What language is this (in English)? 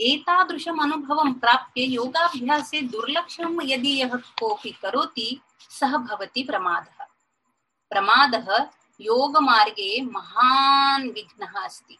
Sanskrit